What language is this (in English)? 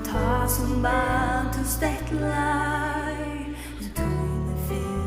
Faroese